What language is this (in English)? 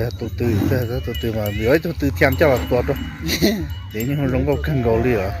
Hmong